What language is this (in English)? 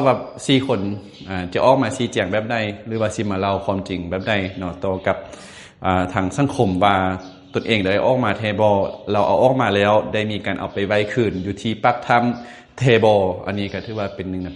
Lao